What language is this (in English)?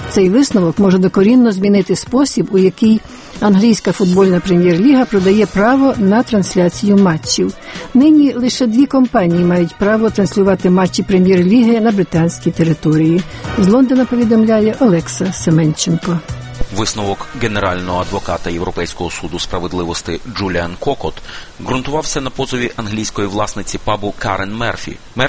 Ukrainian